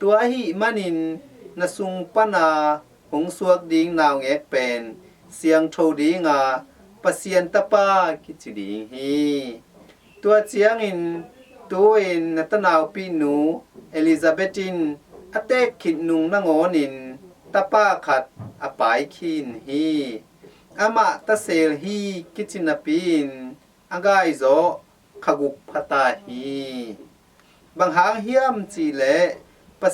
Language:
Tedim Chin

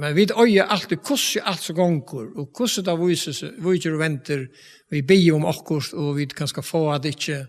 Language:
Faroese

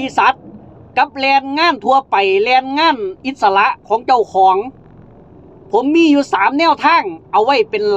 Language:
Lao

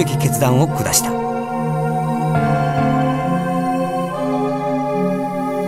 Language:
Japanese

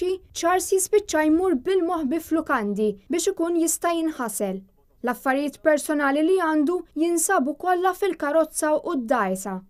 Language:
Maltese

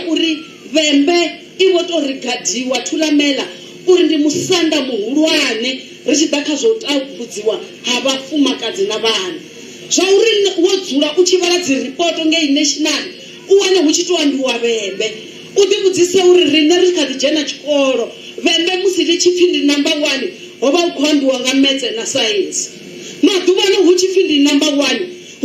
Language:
Venda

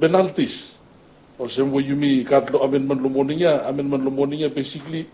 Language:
Bislama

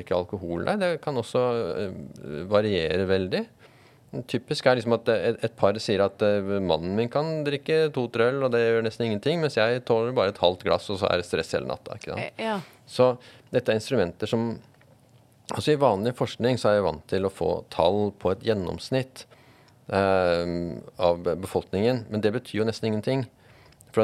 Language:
Norwegian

